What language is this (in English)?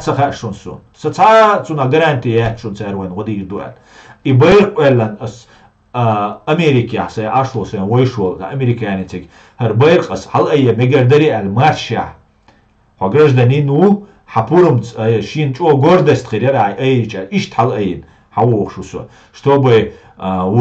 Chechen